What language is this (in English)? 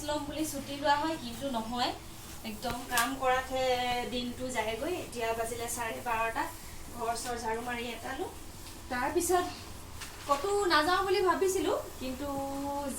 Assamese